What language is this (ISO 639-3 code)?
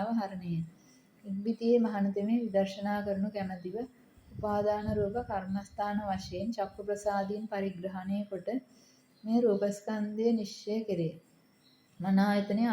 sin